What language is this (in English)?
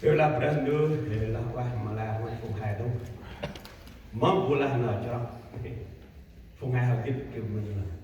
Central Mnong